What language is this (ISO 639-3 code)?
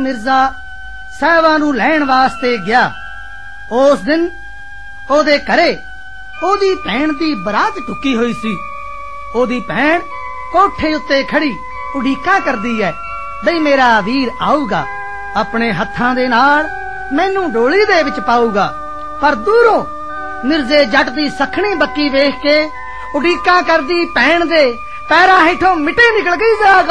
pan